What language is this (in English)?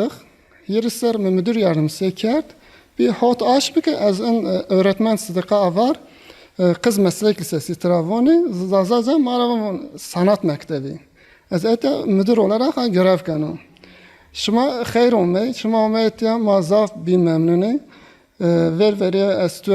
Zaza